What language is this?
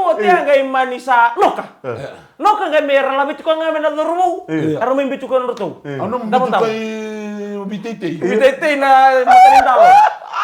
Fijian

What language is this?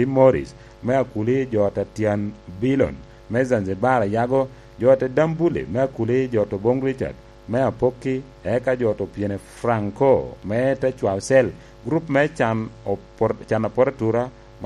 Lango (Uganda)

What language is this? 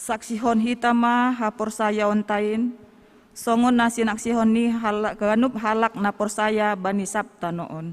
Batak Simalungun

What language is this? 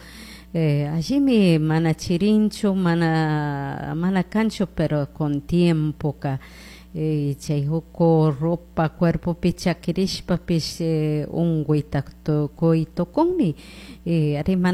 Chimborazo Highland Quichua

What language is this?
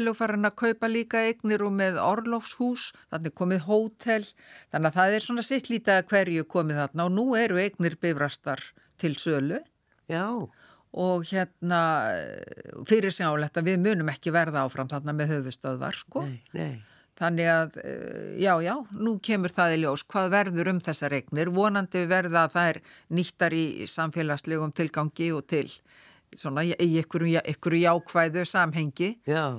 Icelandic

